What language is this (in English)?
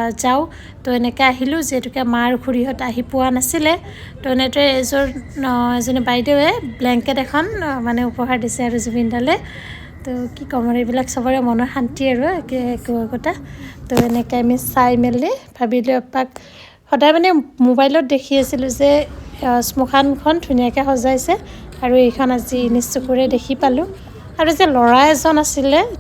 Assamese